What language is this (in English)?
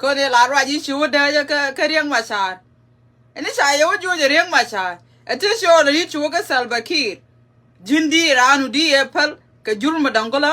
Nuer